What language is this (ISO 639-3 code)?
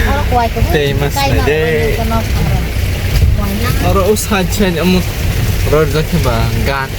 trp